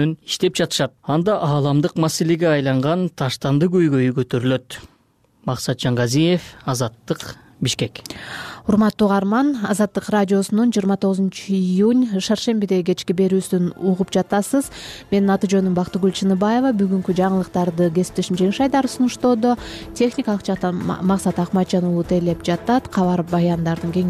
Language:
Kyrgyz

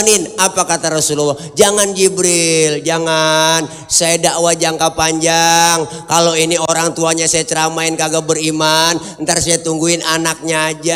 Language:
Betawi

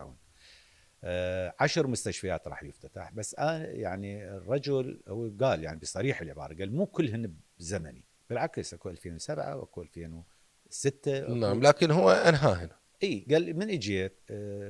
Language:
Mesopotamian Arabic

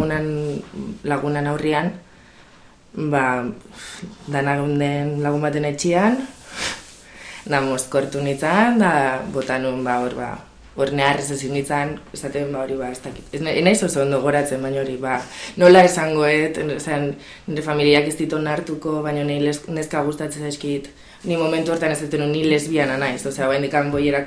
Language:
Basque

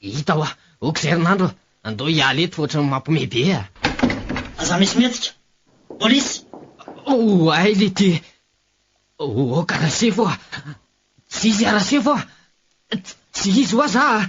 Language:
Malagasy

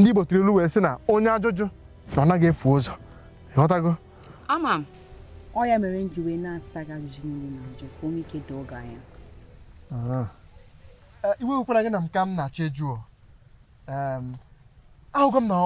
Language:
Igbo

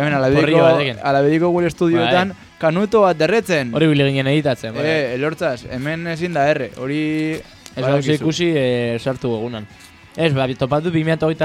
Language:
Basque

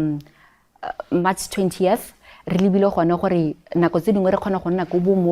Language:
Tswana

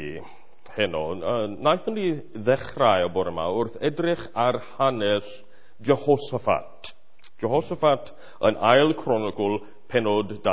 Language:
Welsh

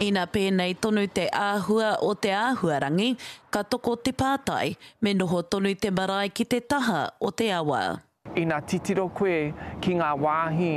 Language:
Māori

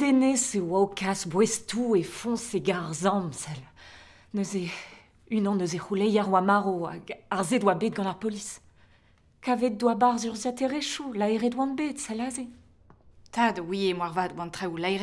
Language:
Breton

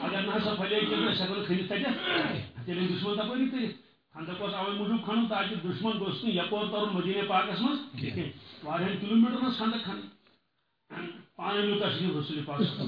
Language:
Kashmiri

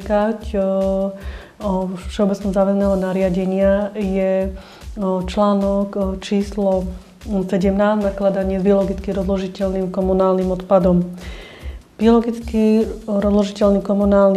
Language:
Slovak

